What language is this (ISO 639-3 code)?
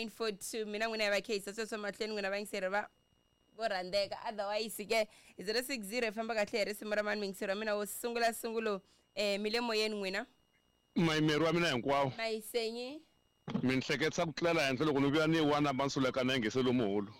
tso